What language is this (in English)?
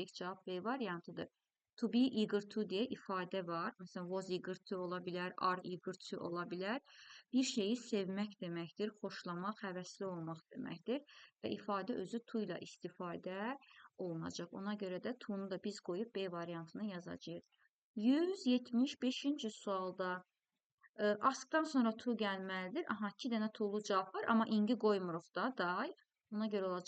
Azerbaijani